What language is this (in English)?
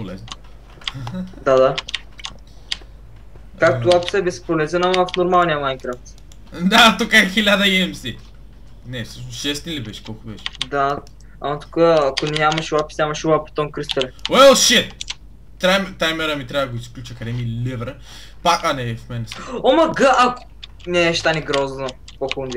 Bulgarian